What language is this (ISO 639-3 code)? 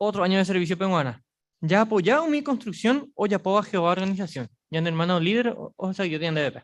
grn